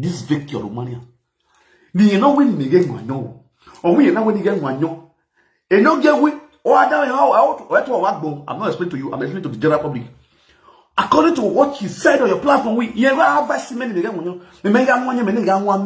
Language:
Nigerian Pidgin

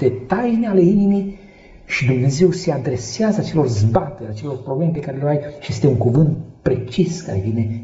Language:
Romanian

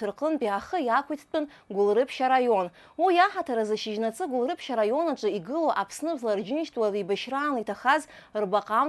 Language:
Abkhazian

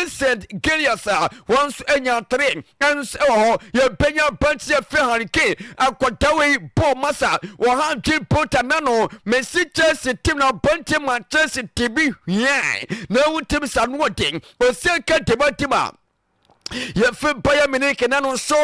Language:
Akan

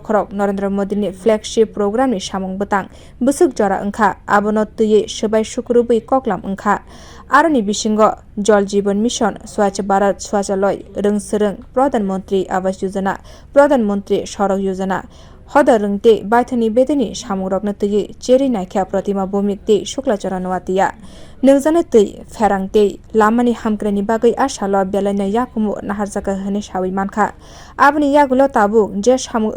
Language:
Kok Borok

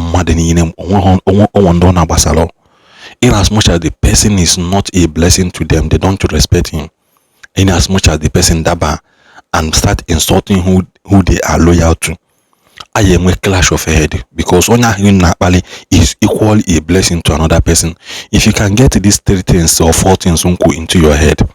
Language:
Igbo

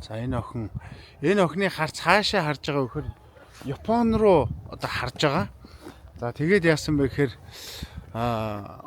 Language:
Mongolian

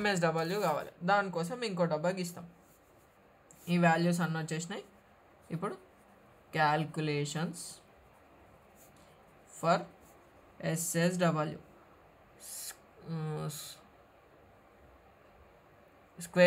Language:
Telugu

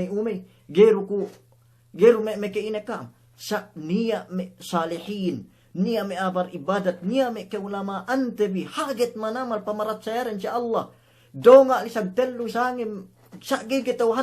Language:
Yakan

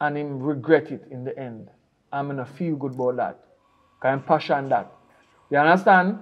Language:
Jamaican Creole English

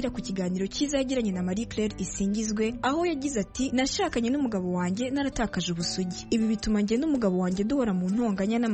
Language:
Kinyarwanda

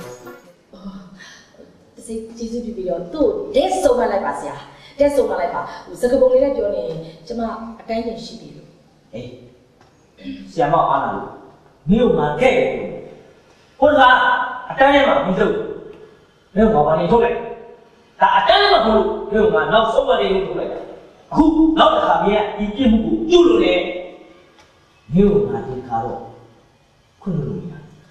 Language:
Burmese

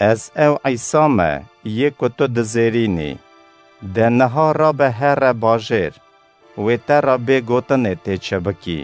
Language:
Kurdish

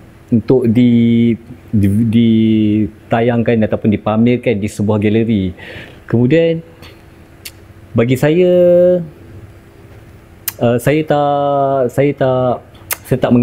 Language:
Malay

